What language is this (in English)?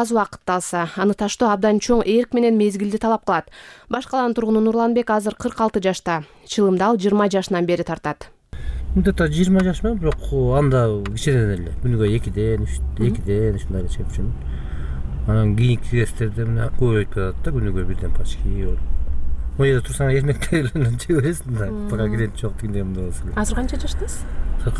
Kyrgyz